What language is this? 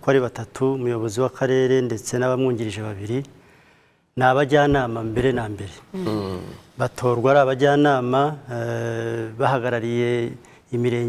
Kinyarwanda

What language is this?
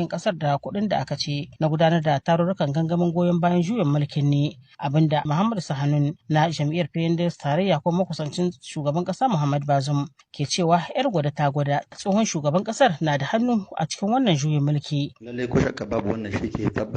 Hausa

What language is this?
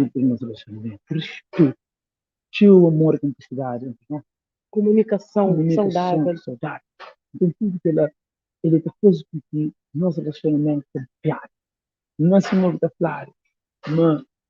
Kabuverdianu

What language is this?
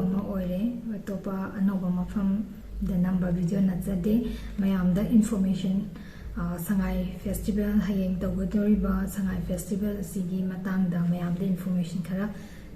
Manipuri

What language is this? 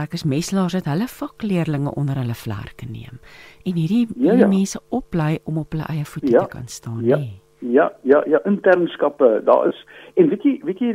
Afrikaans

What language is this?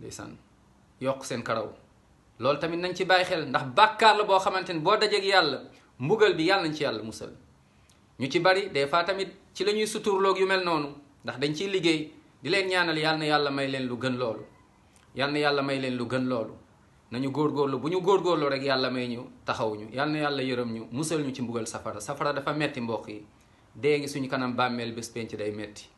Wolof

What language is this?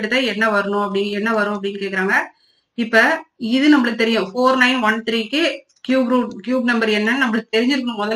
Tamil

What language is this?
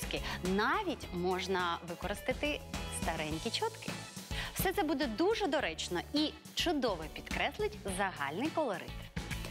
Ukrainian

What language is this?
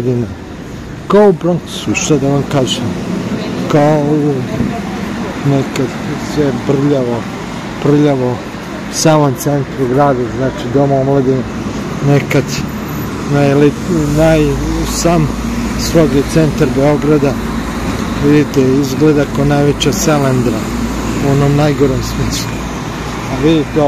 Serbian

